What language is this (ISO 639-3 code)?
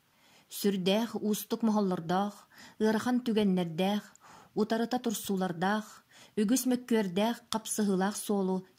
sah